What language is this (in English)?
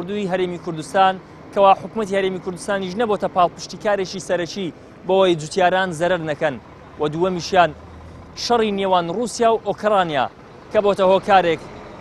Central Kurdish